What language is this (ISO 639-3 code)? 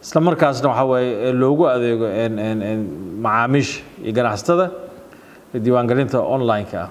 som